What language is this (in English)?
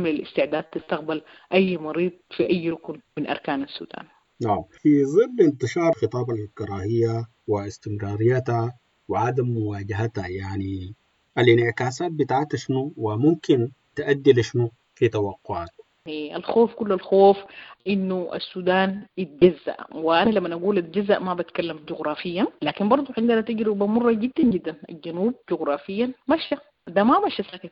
Sudanese Arabic